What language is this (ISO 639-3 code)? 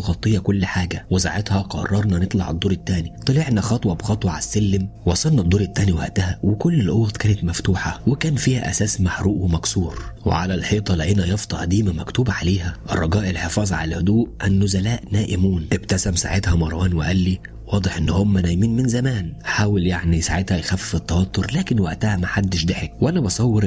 arz